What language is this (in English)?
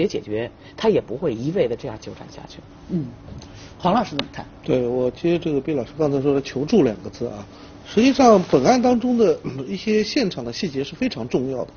Chinese